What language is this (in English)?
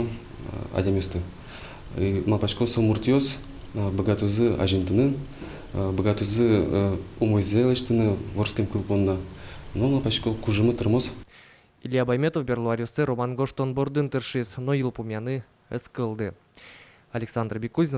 Udmurt